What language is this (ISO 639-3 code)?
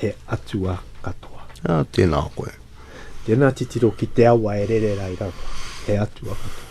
mri